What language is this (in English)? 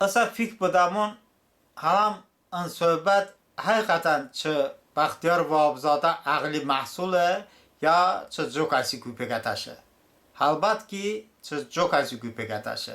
Talysh